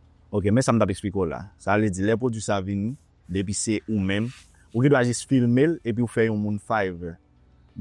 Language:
Haitian Creole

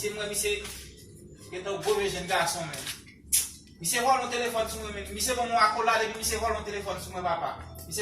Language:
Haitian Creole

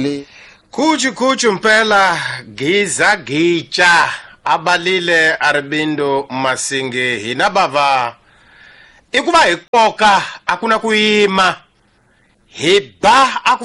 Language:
Tsonga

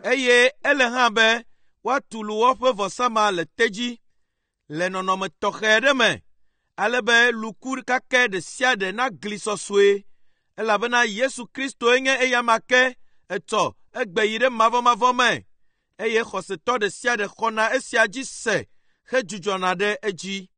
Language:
Ewe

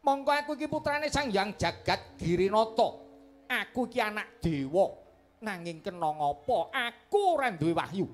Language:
Javanese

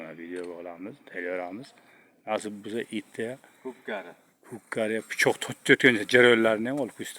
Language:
Uzbek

